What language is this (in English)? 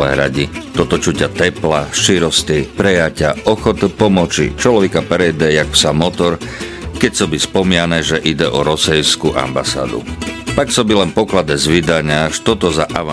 Slovak